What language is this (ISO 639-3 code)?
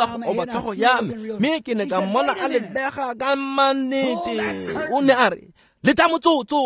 tsn